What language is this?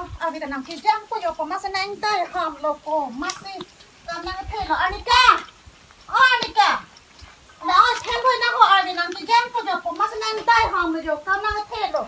Karbi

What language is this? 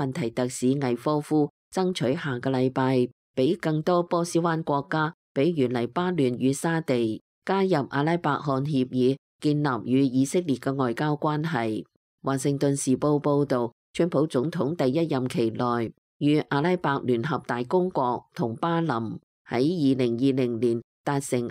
Cantonese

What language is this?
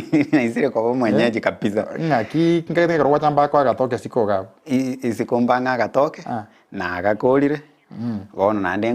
Gusii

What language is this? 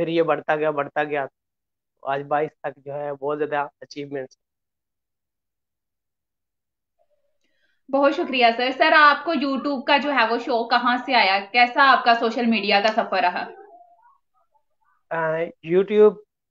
Hindi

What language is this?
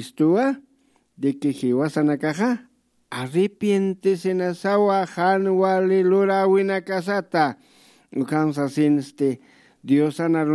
Aymara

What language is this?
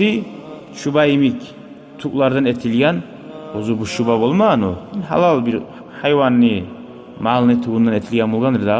Kumyk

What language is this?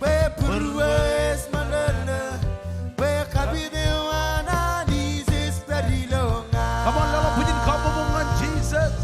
Marshallese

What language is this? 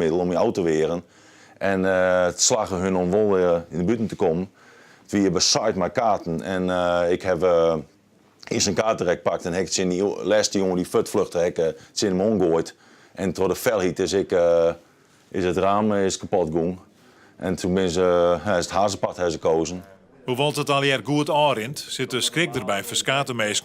Western Frisian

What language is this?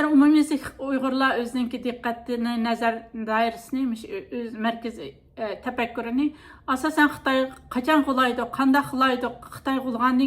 Uyghur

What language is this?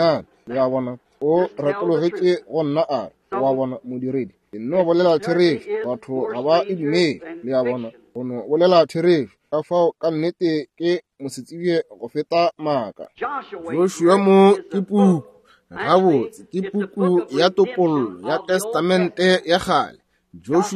Northern Sotho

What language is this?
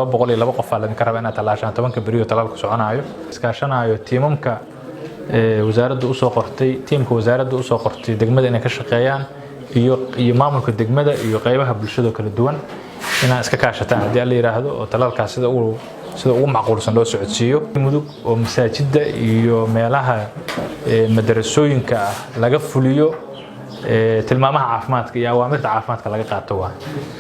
Somali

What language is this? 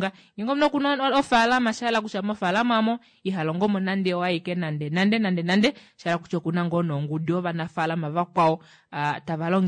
Kuanyama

